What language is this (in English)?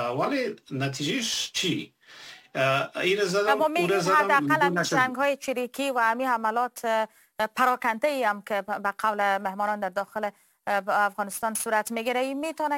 Persian